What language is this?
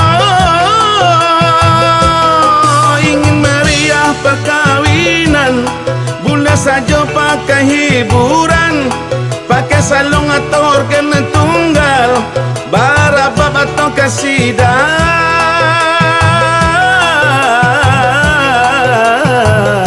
Minangkabau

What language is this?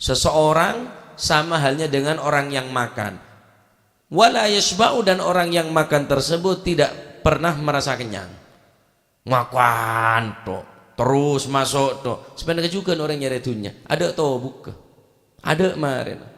Madurese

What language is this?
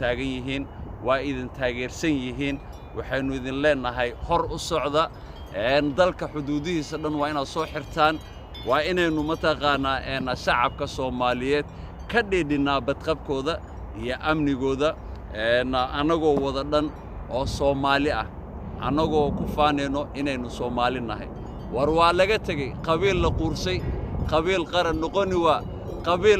Somali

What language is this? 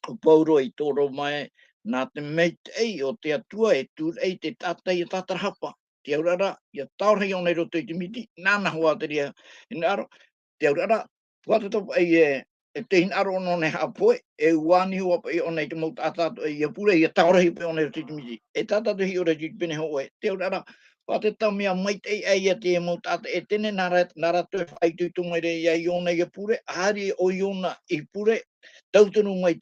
Tahitian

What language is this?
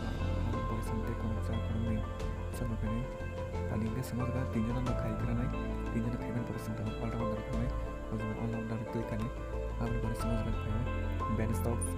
Kok Borok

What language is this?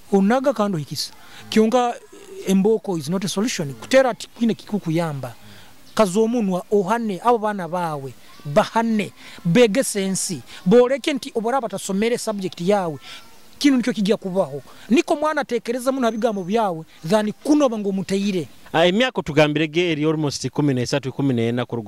Nyoro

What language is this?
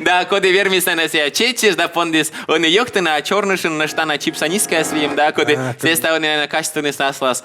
Komi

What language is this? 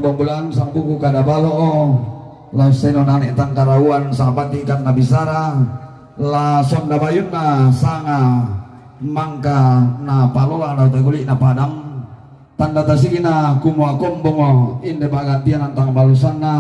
Toraja-Sa'dan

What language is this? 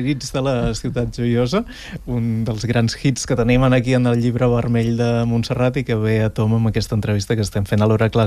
Catalan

